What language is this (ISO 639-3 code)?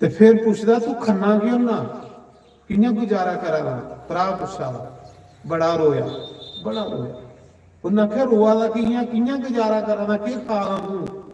doi